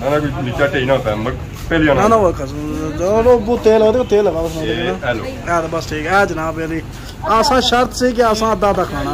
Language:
Pahari-Potwari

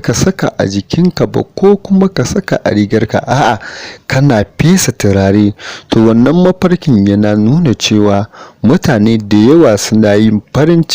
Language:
Hausa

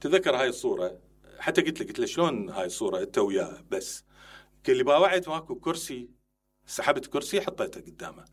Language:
Mesopotamian Arabic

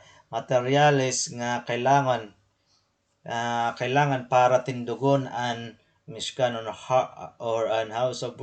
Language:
Waray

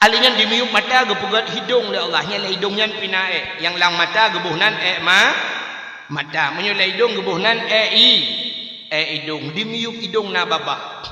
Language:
Achinese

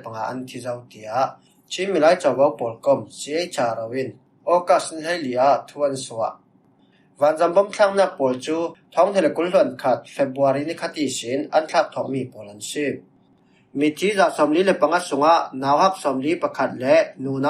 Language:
Falam Chin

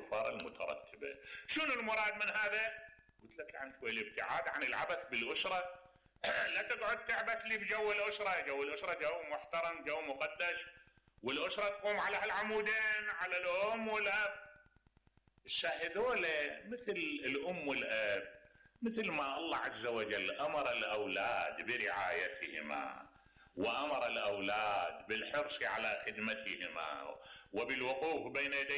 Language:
Mesopotamian Arabic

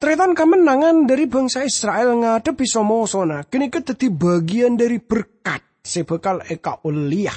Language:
Madurese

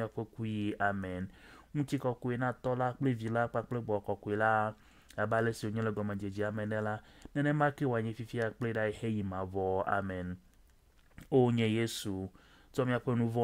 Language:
Ewe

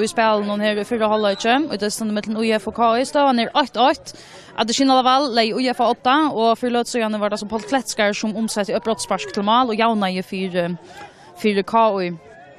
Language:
Faroese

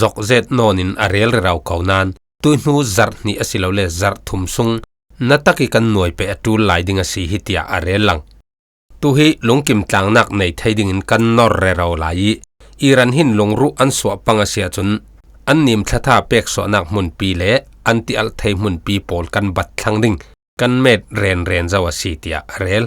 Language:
Falam Chin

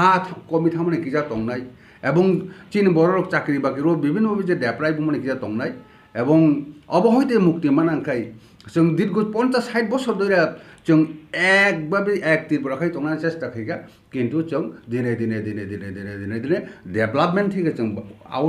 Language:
Kok Borok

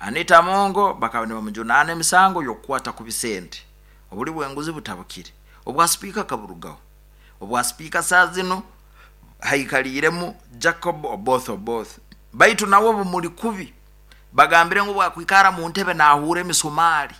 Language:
Nyoro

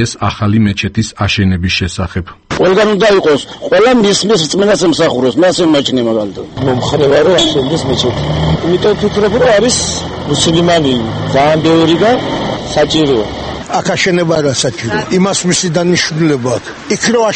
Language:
Georgian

